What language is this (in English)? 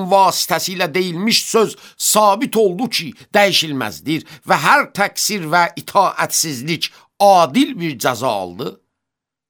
Azerbaijani